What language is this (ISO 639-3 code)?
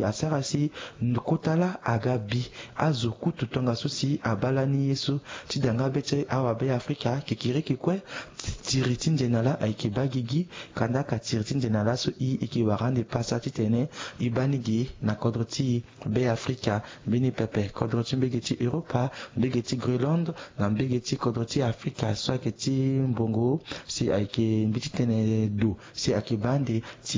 sag